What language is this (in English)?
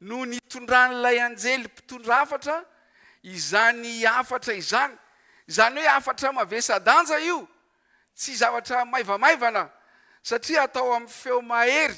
Malagasy